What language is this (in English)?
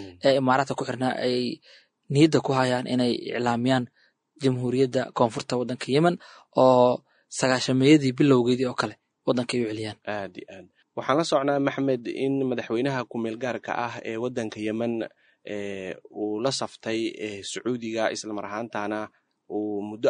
Somali